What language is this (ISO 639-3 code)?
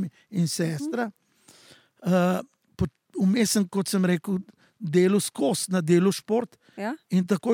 slv